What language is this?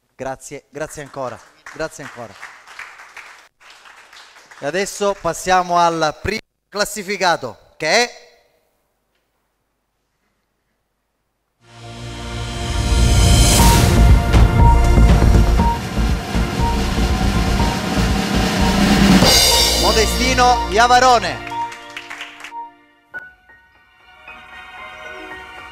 Italian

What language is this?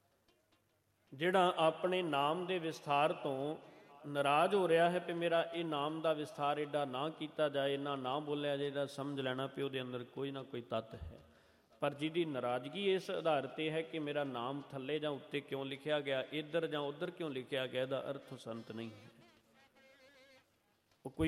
Punjabi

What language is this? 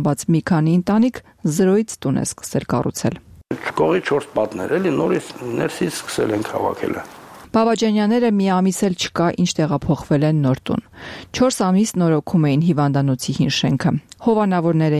Armenian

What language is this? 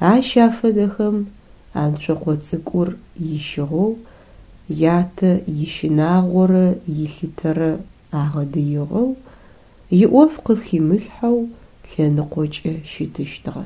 Adyghe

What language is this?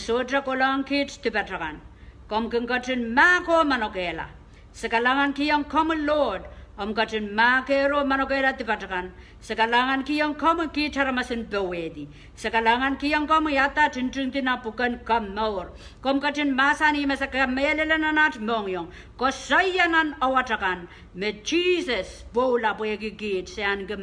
Pohnpeian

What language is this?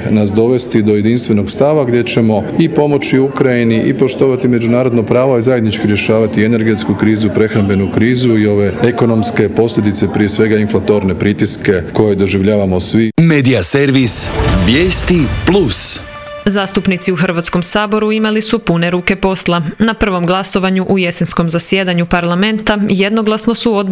Croatian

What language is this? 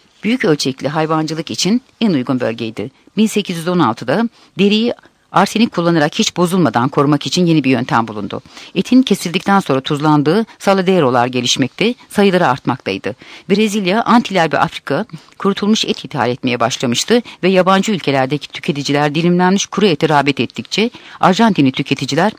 Turkish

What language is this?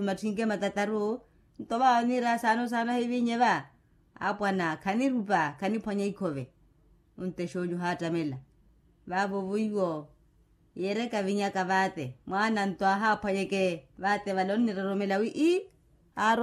Makhuwa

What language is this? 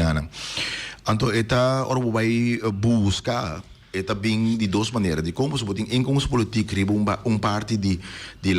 Papiamento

